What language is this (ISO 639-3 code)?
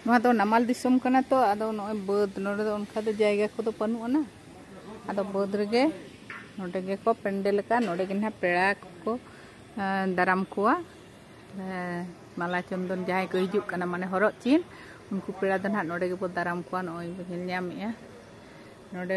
sat